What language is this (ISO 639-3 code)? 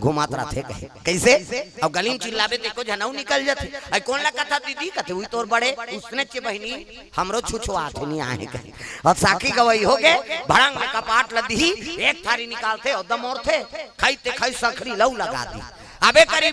hne